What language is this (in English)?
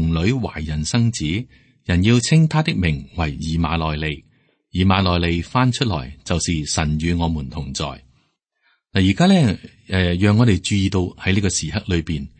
Cantonese